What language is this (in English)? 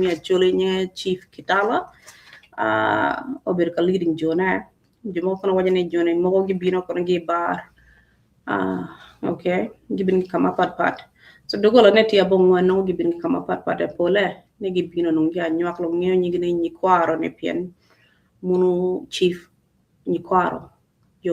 Acoli